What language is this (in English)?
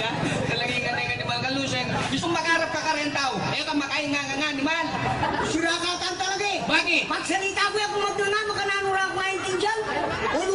Pampanga